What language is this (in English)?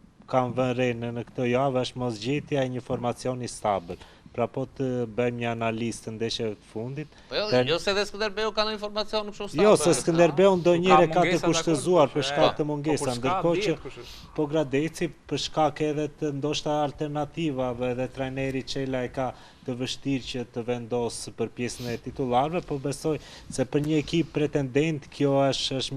Albanian